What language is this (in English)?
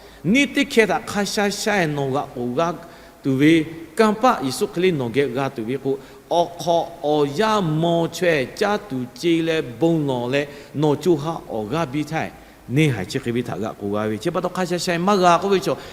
Lahu